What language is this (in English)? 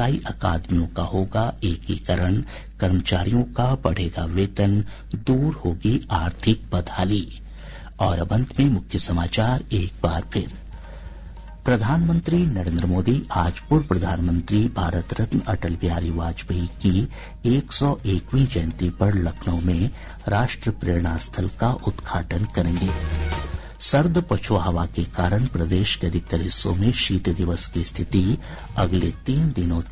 Hindi